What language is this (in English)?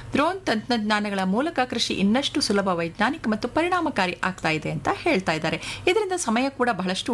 Kannada